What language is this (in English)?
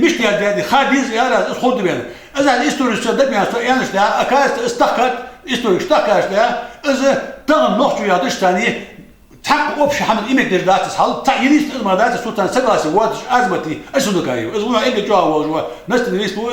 Ingush